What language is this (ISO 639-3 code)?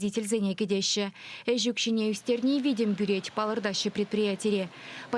chv